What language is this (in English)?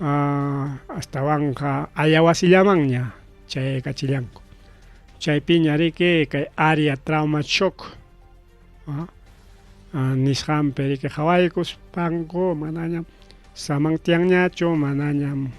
Ayacucho Quechua